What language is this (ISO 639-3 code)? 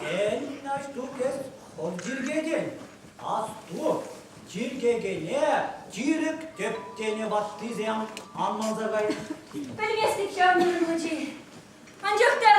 chv